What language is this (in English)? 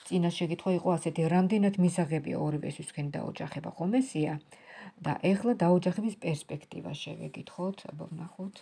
Georgian